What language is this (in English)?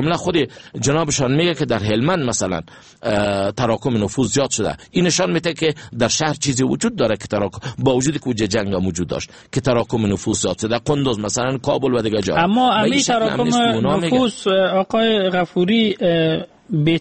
Persian